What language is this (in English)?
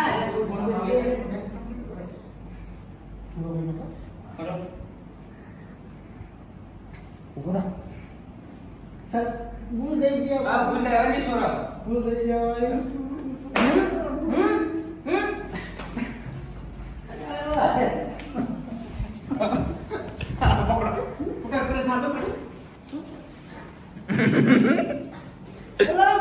Gujarati